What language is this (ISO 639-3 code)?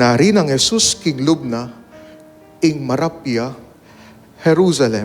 pam